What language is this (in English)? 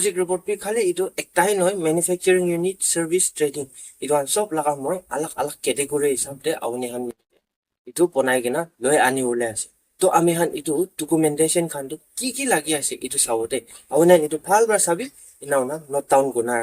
Naga Pidgin